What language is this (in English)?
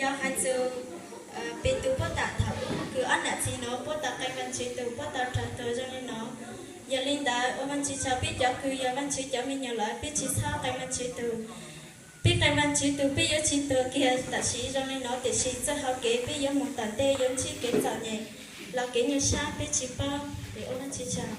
Hmong